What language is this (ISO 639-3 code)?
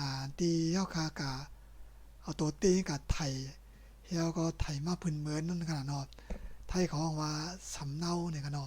shn